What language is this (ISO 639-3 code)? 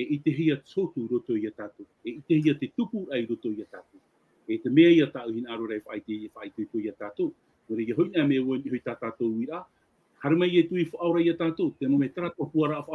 tah